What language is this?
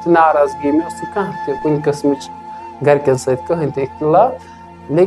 Kashmiri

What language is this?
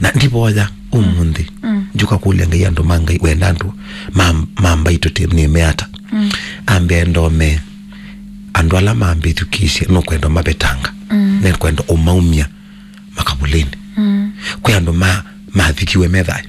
Kamba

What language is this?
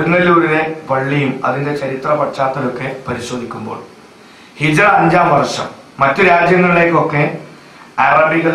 Malayalam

